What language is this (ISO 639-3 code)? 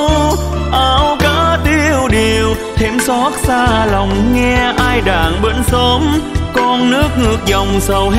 vie